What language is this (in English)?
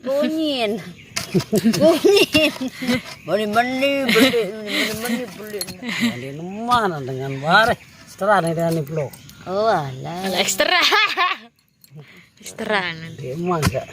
Sasak